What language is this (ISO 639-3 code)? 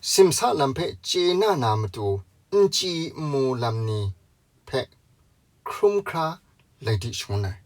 kac